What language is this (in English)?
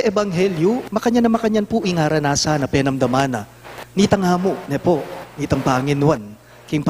Pampanga